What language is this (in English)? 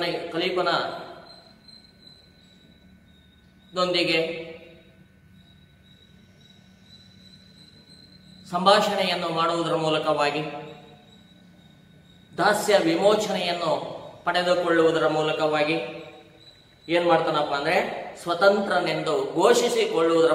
Kannada